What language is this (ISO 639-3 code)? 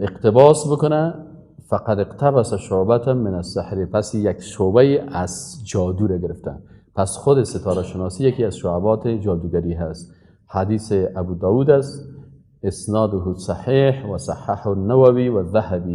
fas